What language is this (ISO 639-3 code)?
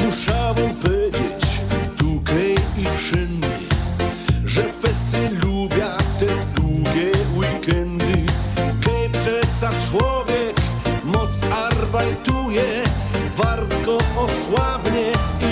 szl